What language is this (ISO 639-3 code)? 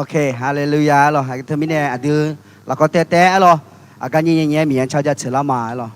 ahk